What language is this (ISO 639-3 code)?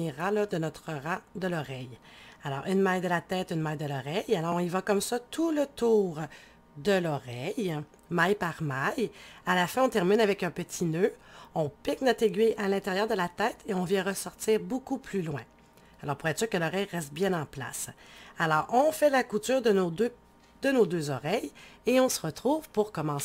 fra